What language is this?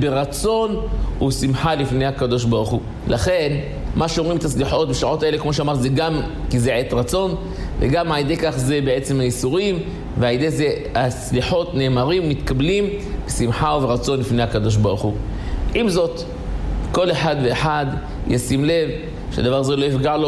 Hebrew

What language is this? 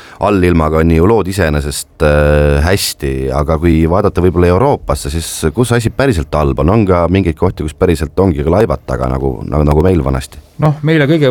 Estonian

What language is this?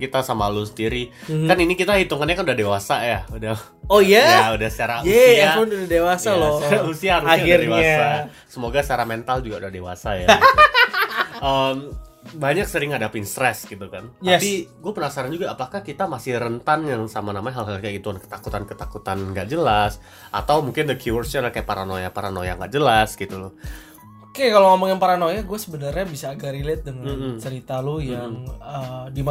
Indonesian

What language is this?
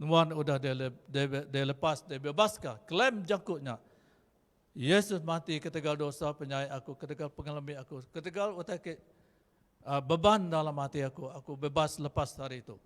Iban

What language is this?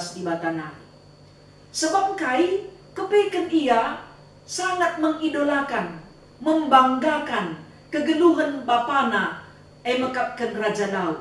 Batak Karo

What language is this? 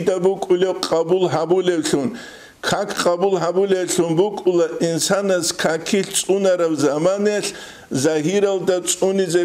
Avaric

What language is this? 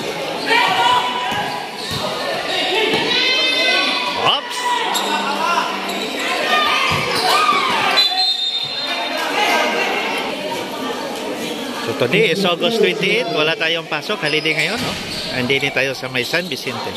Filipino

